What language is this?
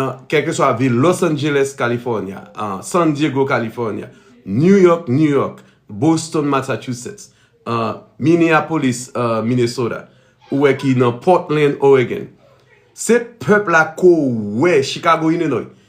Haitian Creole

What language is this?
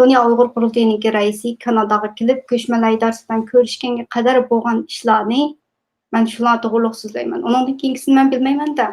Uyghur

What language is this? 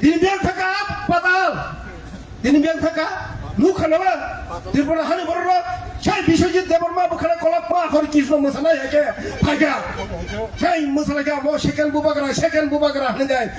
Kok Borok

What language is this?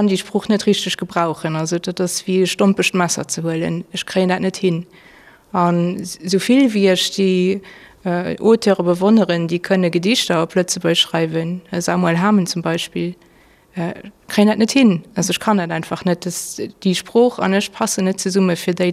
Luxembourgish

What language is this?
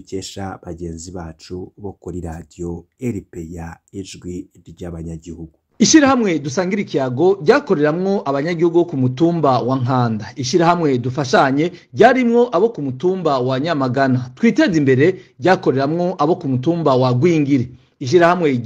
Rundi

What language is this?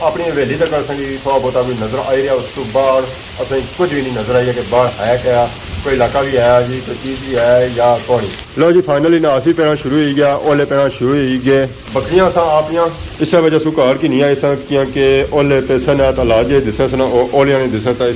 Pahari-Potwari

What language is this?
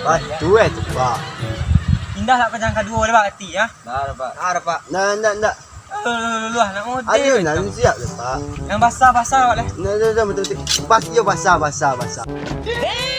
Minangkabau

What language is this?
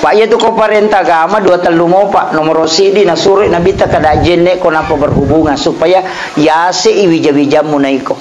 Buginese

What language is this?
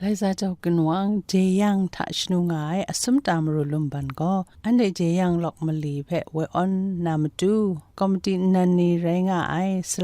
Kachin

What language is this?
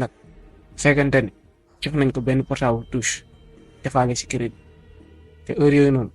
Wolof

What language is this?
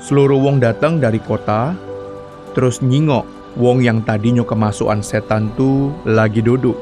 Musi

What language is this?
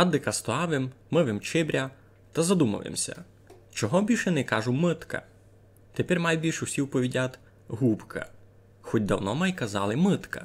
Rusyn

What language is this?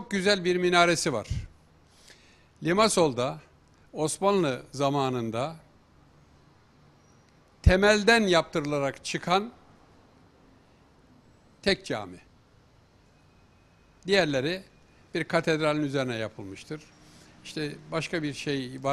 Turkish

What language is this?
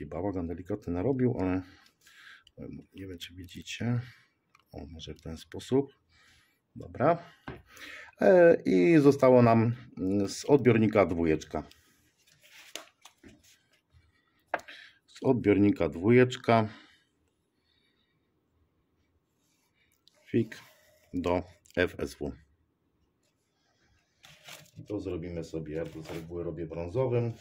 Polish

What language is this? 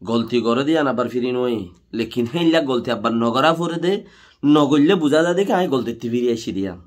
Rohingya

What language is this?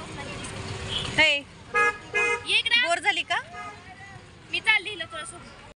Marathi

